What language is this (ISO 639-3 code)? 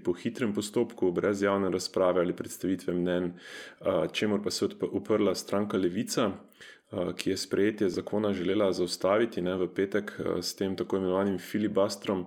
slv